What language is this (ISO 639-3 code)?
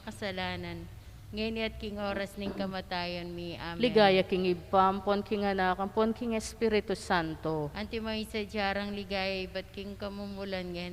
pam